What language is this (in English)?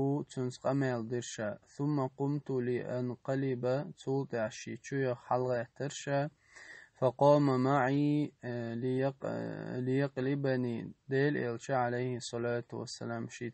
Chechen